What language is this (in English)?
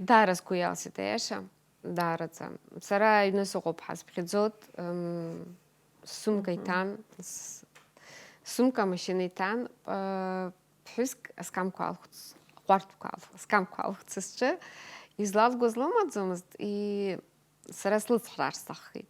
Abkhazian